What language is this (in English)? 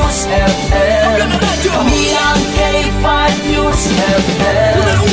Hiligaynon